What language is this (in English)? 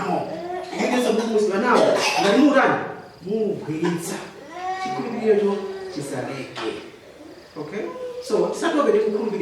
Nyanja